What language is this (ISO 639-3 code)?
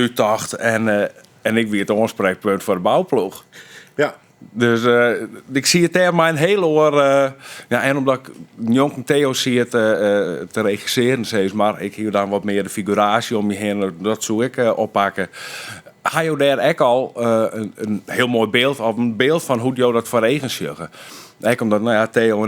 fry